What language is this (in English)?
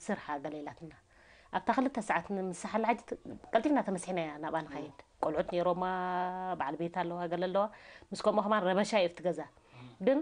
Tigrinya